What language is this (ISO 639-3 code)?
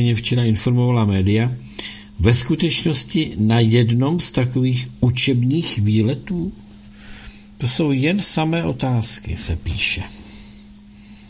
ces